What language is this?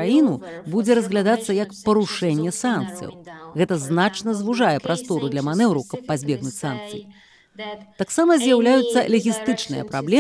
Belarusian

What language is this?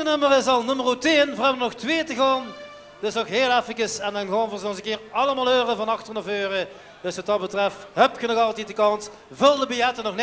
Limburgish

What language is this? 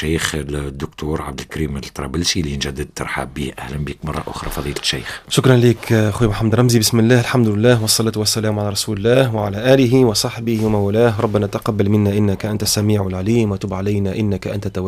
Tunisian Arabic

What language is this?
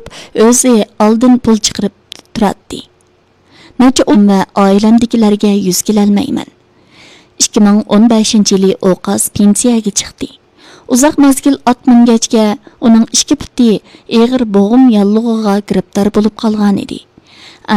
Uyghur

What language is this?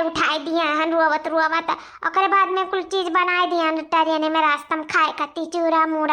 Awadhi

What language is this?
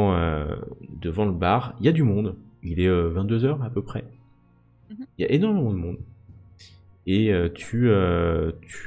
French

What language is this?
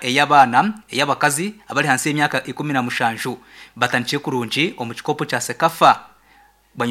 Nyankole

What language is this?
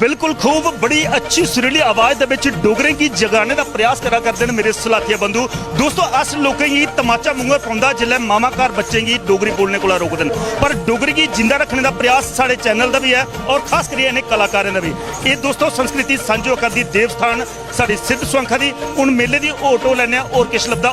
Dogri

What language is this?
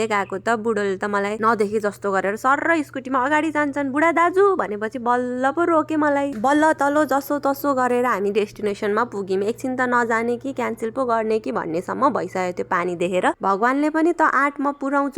Nepali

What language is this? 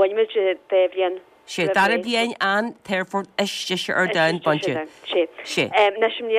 Irish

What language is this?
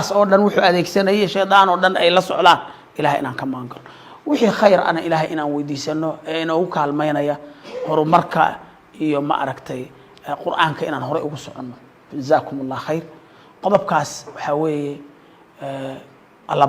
Somali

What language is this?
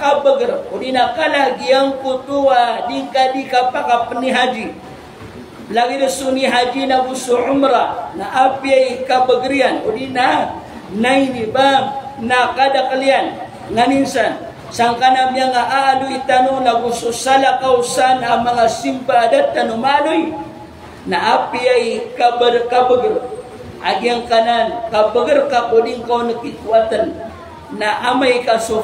Maranao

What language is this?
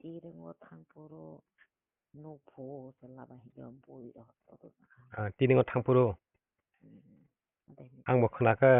Kok Borok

